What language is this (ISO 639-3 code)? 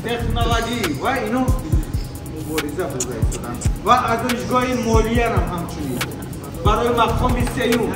tgk